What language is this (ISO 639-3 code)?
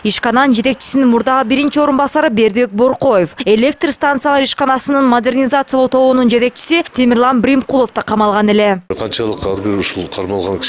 kir